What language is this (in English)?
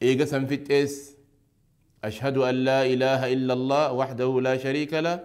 Oromo